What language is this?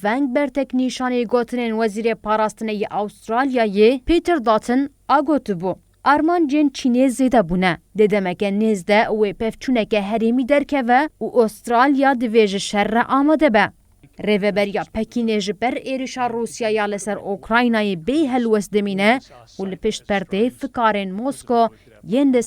Kurdish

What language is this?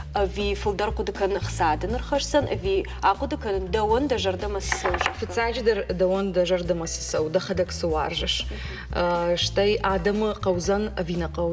Ossetic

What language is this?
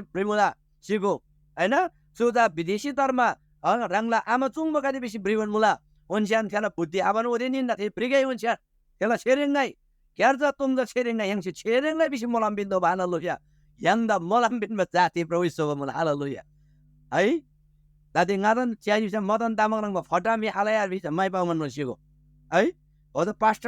Eastern Tamang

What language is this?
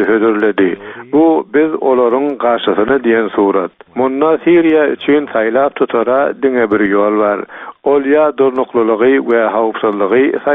Turkmen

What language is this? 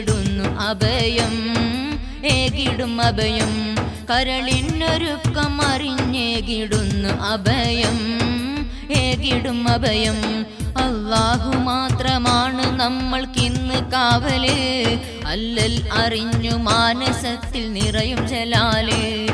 Malayalam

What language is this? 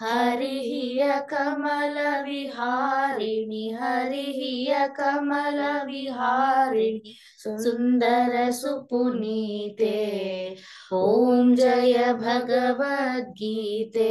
Sanskrit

